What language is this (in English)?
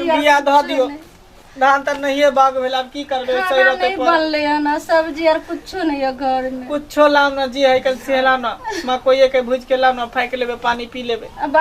Maithili